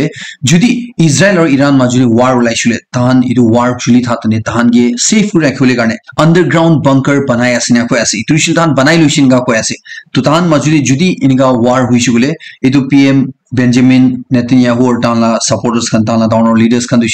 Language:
Naga Pidgin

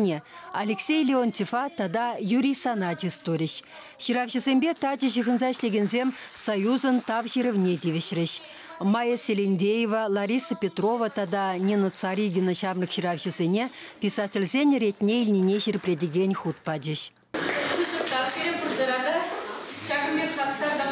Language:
Chuvash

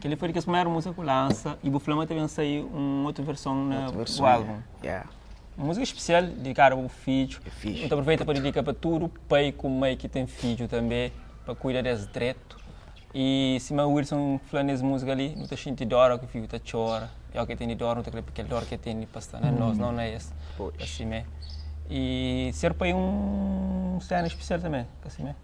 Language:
Kabuverdianu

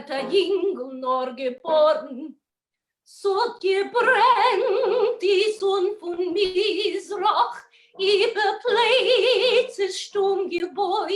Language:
Yiddish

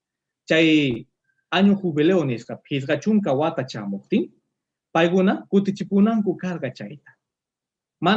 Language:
Quechua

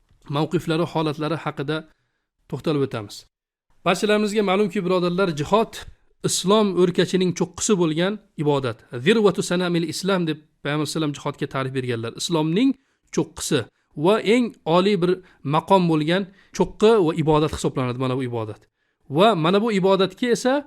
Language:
Uzbek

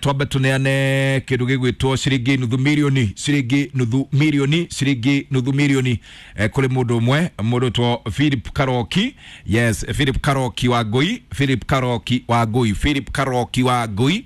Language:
Kikuyu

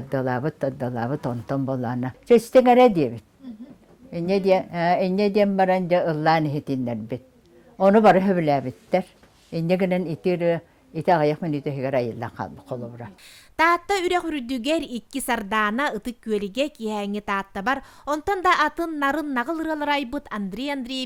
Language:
Yakut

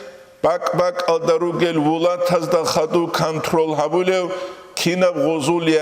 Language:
Avaric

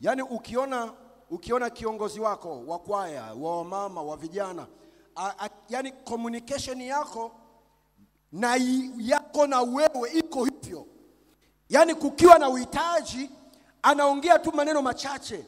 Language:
Swahili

